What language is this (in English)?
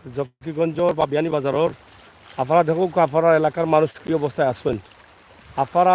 Sylheti